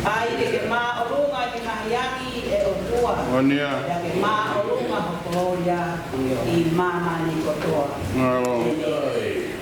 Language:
Tongan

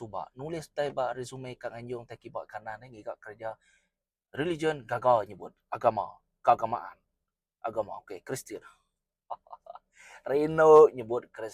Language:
Iban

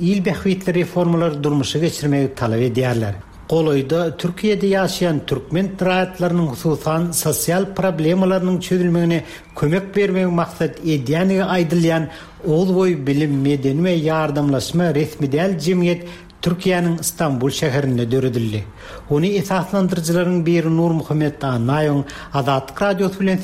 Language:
Turkmen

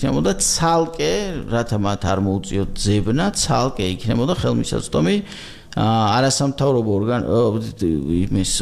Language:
Georgian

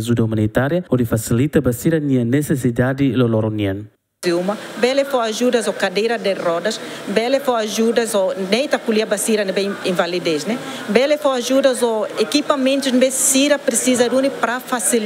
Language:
Tetum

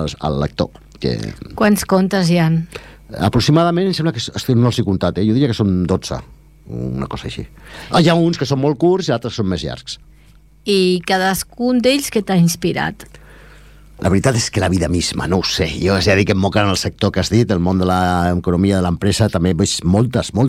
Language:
Catalan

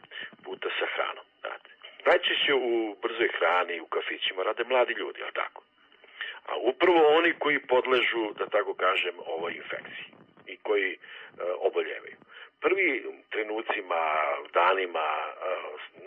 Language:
Serbian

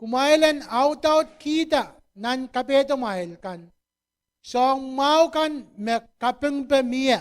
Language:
Pohnpeian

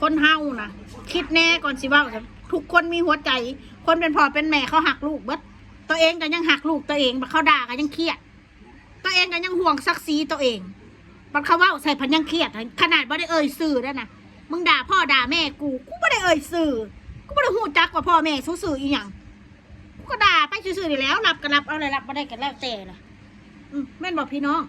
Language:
Northeastern Thai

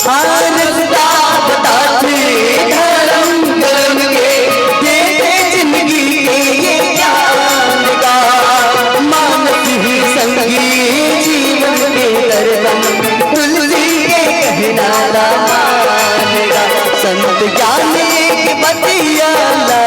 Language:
Chhattisgarhi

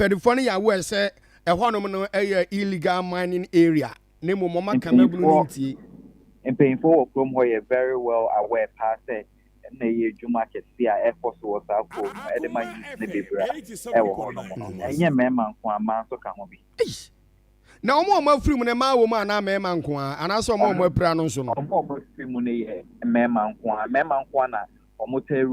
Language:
Akan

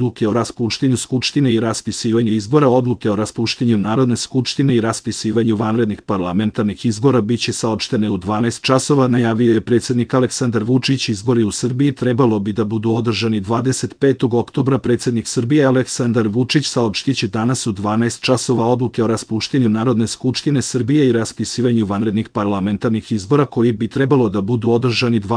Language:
Serbian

